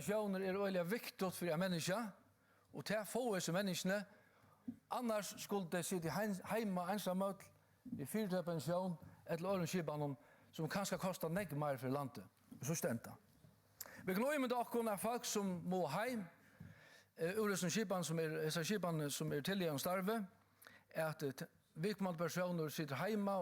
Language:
Faroese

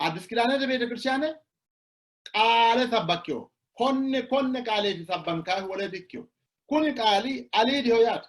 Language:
Sidamo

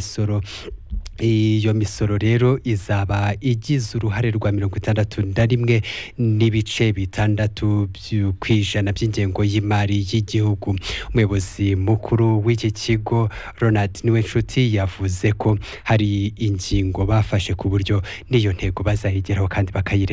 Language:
Kinyarwanda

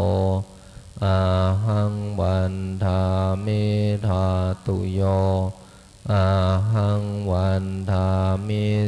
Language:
Pali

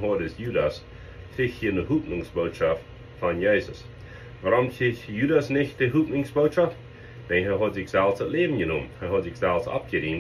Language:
Plautdietsch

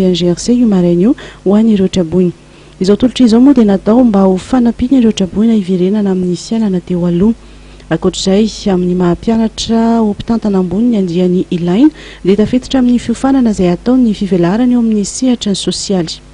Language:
Malagasy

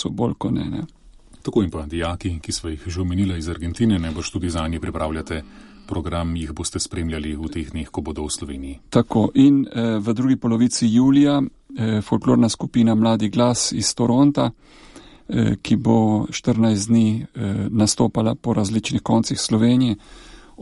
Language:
Slovenian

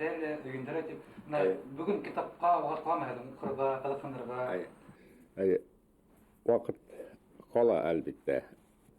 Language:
Bashkir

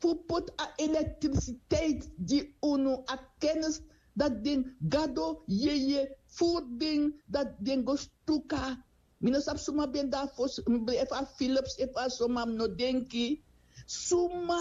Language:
Sranan Tongo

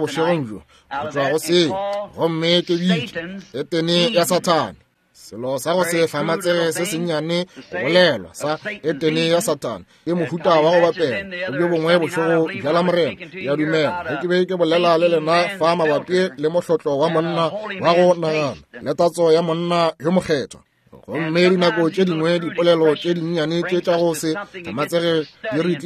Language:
Northern Sotho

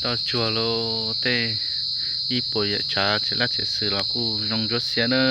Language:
Hmong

